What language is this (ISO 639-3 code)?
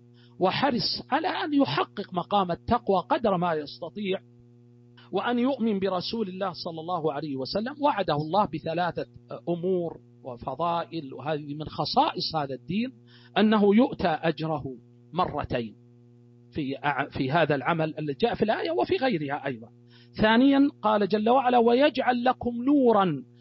ara